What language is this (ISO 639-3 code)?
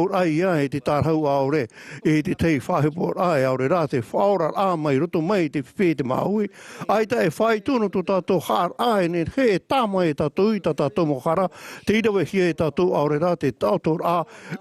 tah